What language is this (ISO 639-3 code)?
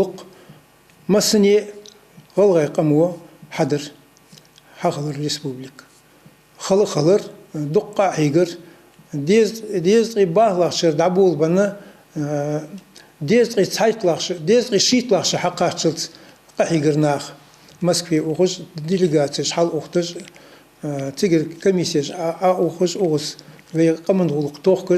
inh